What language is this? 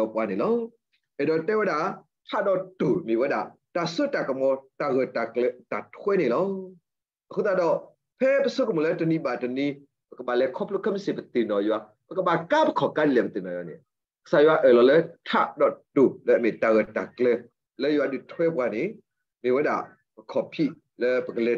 S'gaw Karen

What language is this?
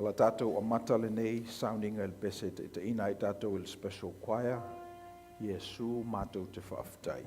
Samoan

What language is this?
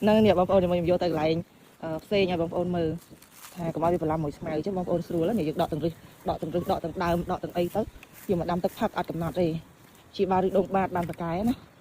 Khmer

